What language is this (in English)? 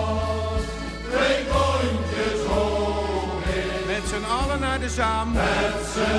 Dutch